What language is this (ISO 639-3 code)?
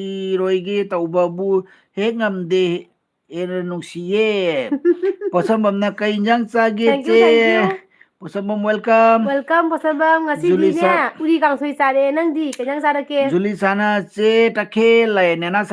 mni